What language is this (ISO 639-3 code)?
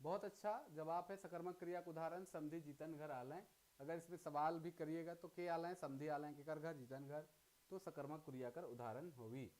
sck